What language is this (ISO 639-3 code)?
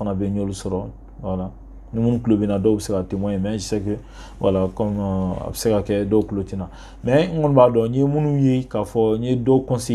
bam